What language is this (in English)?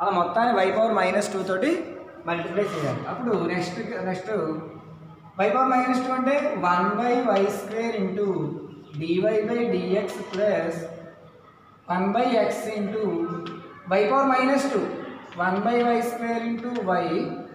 Telugu